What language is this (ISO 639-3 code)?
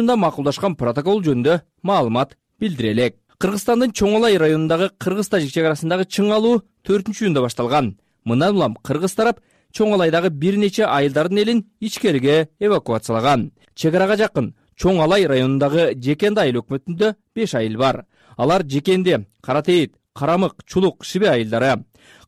kir